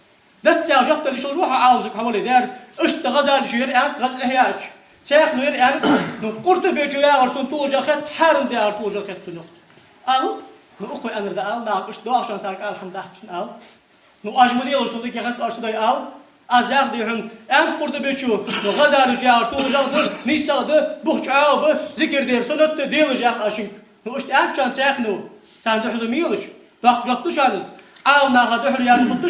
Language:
Ingush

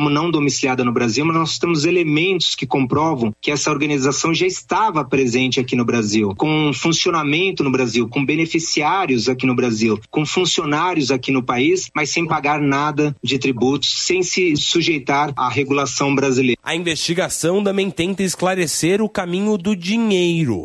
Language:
Portuguese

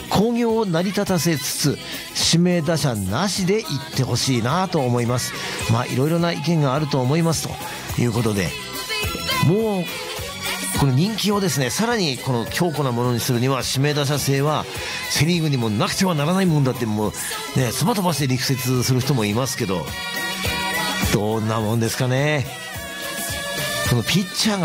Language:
Japanese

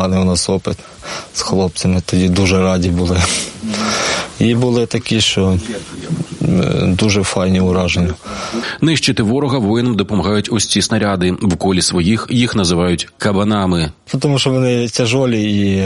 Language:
Ukrainian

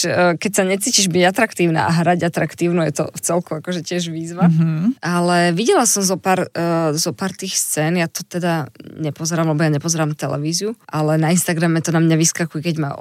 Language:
Slovak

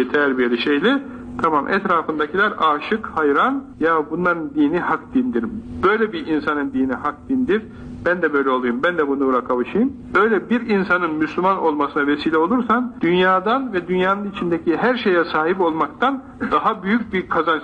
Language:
Turkish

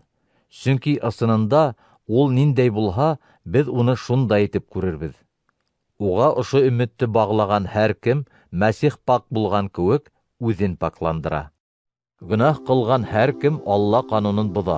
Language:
Bashkir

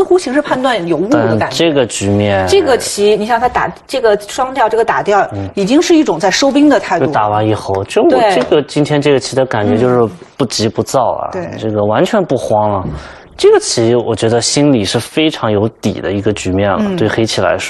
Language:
Chinese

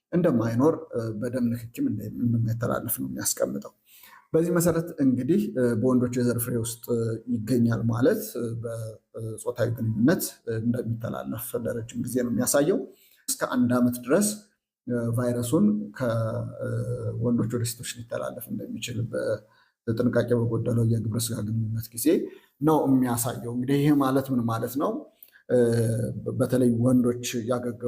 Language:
Amharic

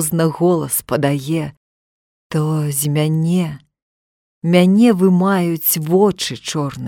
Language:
Belarusian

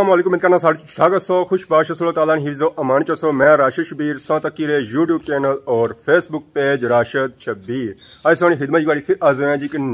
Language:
Pahari-Potwari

